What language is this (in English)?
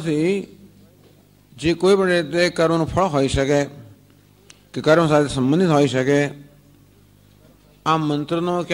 Gujarati